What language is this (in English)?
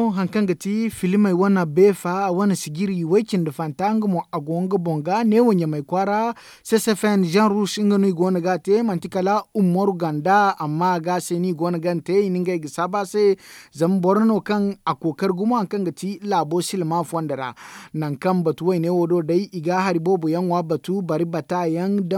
Zarma